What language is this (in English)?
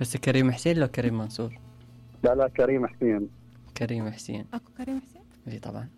Mesopotamian Arabic